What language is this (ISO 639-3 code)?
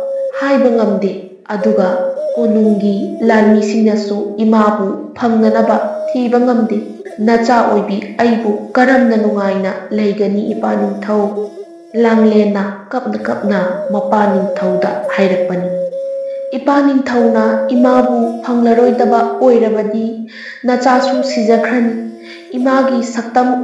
mni